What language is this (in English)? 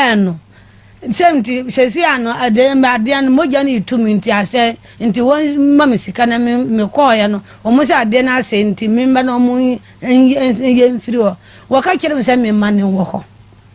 Akan